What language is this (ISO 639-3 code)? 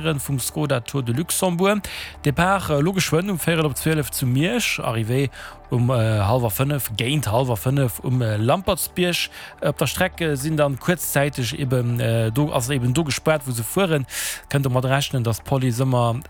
ltz